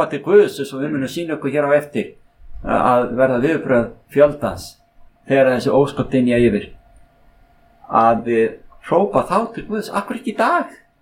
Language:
Icelandic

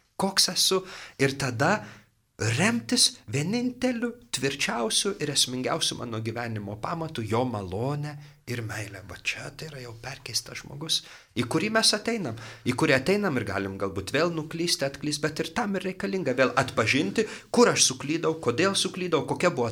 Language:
Lithuanian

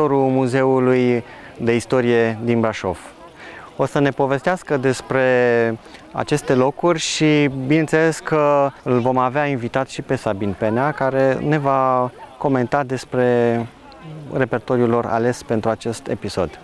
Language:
Romanian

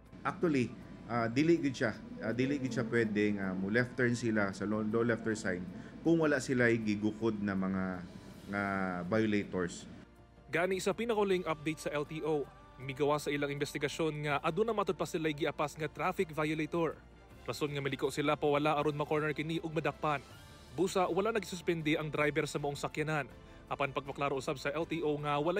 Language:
Cebuano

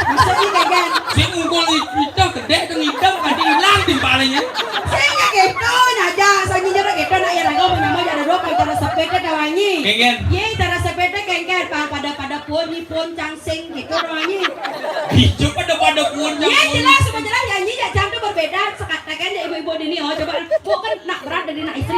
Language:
Balinese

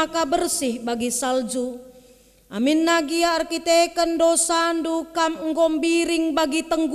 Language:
Batak Karo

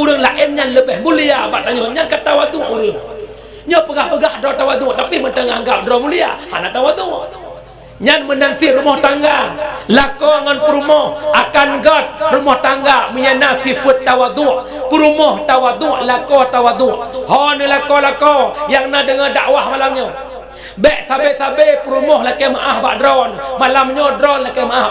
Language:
Achinese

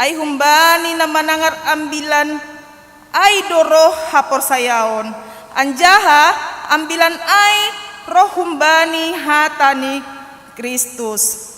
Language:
Batak Simalungun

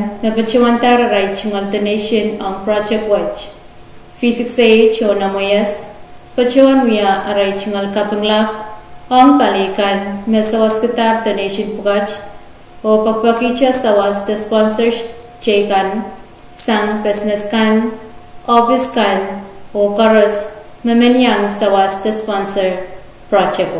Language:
Pohnpeian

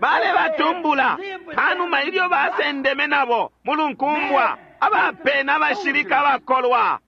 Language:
Bemba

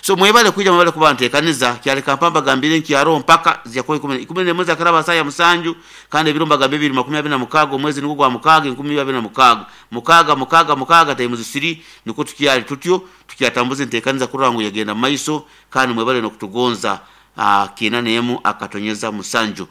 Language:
Nyoro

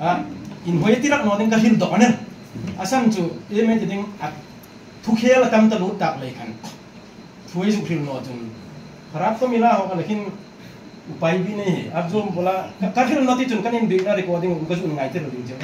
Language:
Hmar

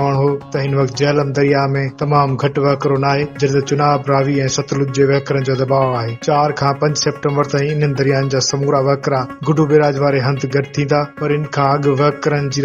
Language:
Sindhi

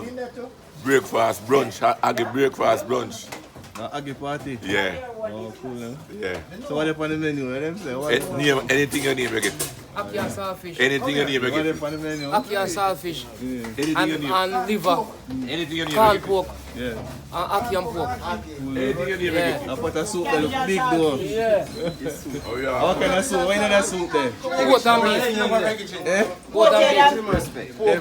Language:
Jamaican Creole English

